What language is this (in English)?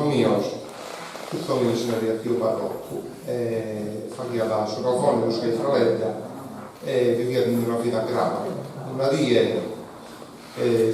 Sardinian